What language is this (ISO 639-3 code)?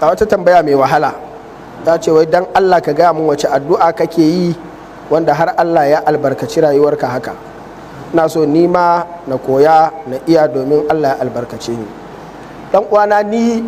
hau